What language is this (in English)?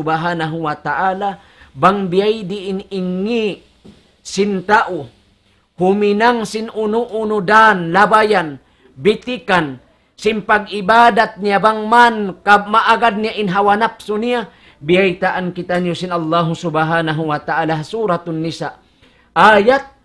Tausug